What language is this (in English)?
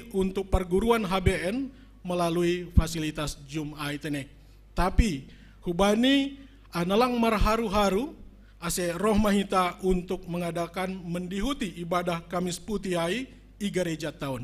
Batak Simalungun